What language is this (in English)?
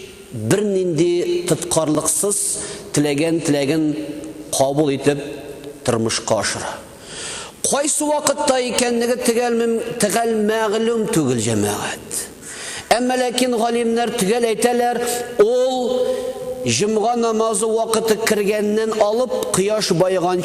Tatar